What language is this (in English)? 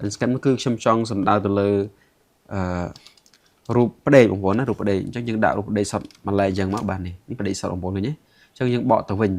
Khmer